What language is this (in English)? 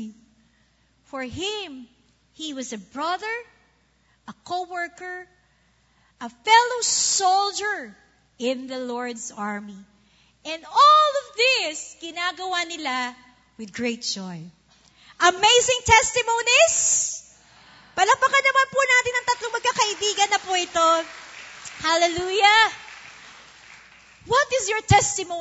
Filipino